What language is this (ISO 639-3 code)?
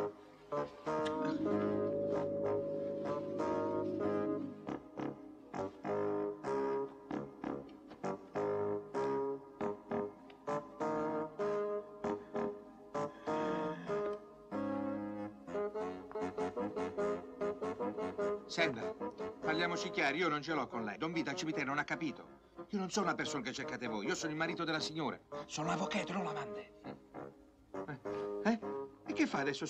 ita